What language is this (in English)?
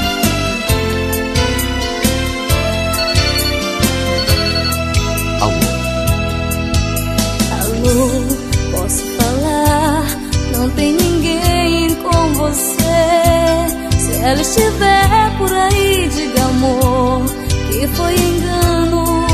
Portuguese